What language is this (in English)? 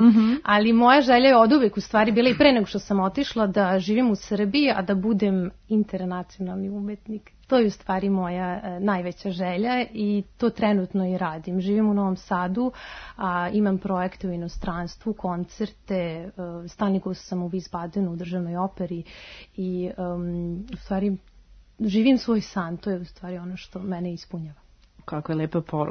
Serbian